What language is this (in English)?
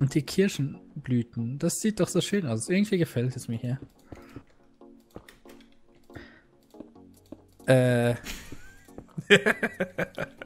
German